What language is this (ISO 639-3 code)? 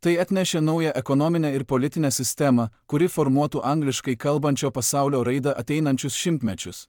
lit